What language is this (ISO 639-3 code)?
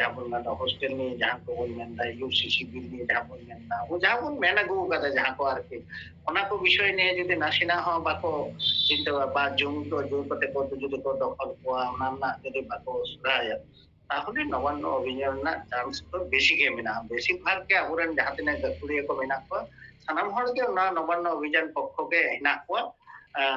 sat